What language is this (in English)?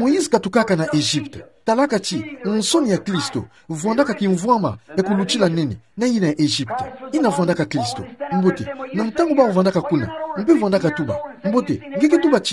Kituba (Democratic Republic of Congo)